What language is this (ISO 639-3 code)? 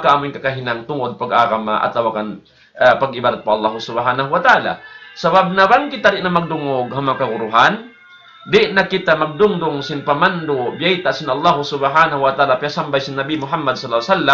tsg